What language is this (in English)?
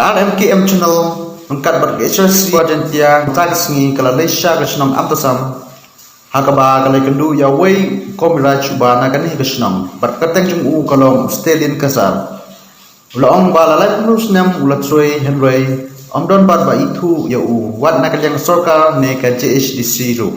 Khasi